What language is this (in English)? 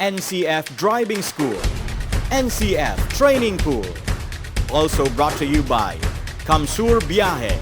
Bikol